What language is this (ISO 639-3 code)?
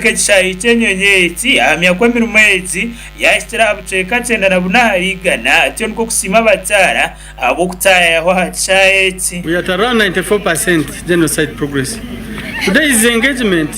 nyn